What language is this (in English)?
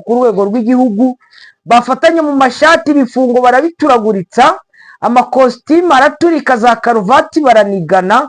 Kinyarwanda